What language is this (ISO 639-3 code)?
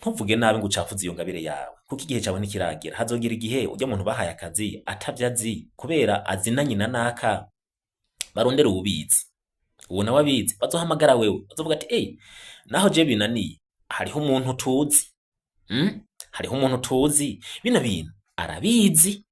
run